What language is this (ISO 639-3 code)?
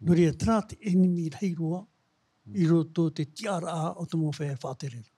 tah